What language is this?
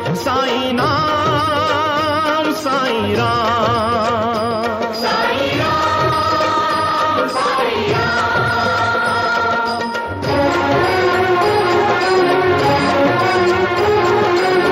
Hindi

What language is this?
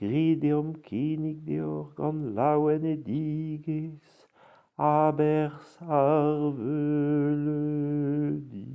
Breton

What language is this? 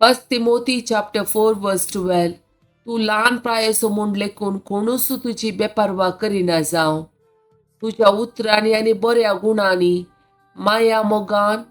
Konkani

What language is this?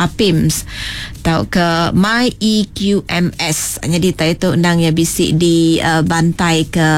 Iban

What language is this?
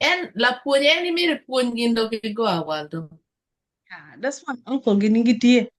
Acoli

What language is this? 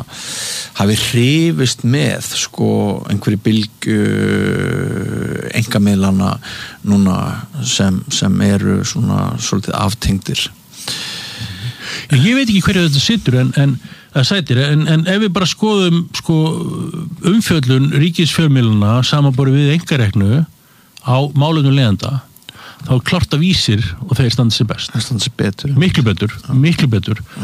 Icelandic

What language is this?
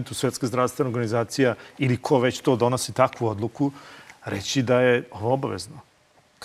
Serbian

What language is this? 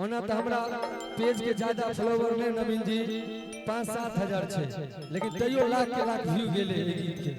Maithili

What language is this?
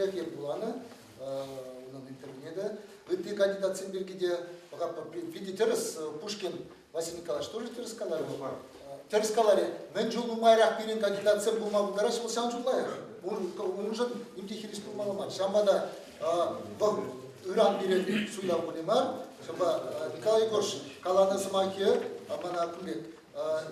Chuvash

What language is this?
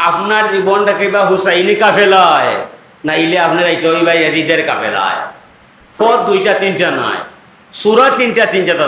Sylheti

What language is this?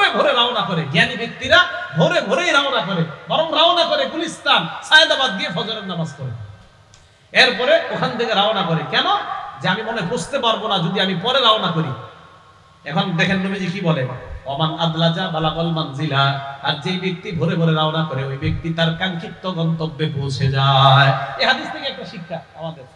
Bangla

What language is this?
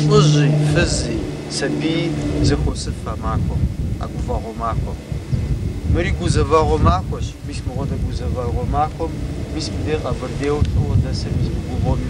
Kabardian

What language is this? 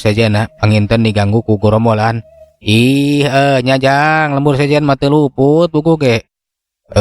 Sundanese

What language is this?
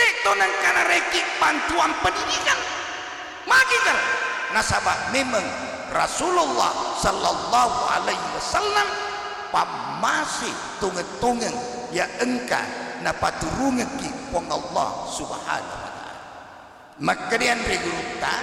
Buginese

